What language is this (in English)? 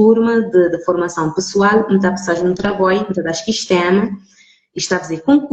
Kabuverdianu